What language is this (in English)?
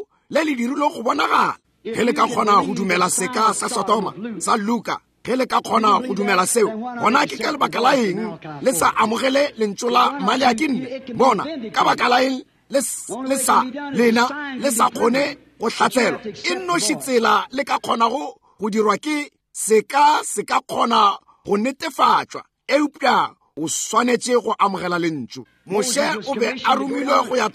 Northern Sotho